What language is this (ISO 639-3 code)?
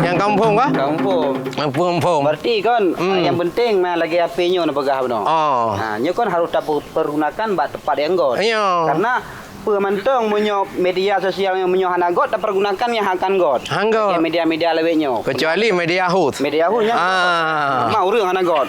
ace